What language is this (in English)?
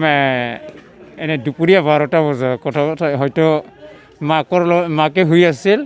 Assamese